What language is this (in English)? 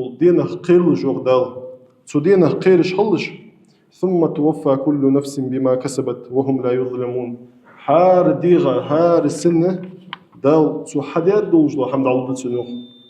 Ingush